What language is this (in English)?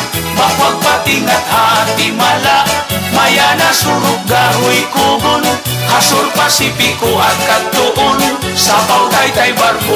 Waray